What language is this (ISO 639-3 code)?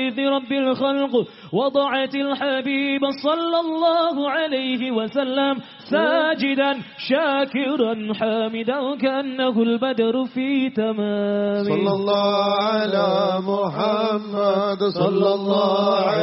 jav